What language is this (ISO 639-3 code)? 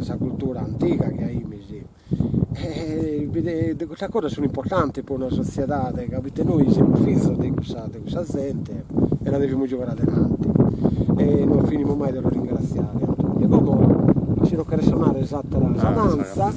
srd